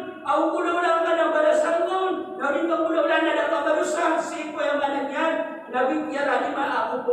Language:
Maranao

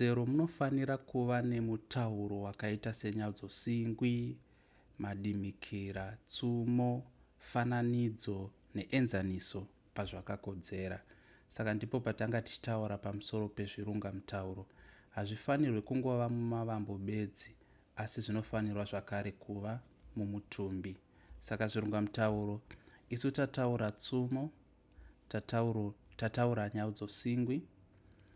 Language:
Shona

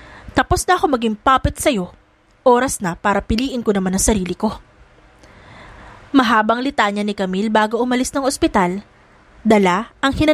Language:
Filipino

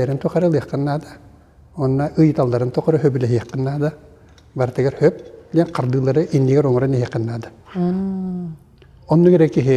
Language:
Yakut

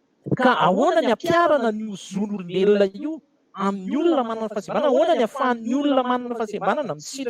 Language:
Malagasy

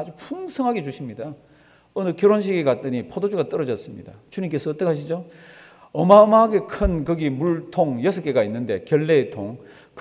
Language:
Korean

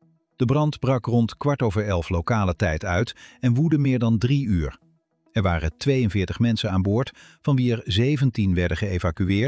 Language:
Dutch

